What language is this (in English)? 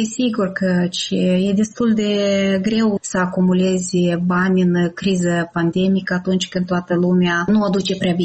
Romanian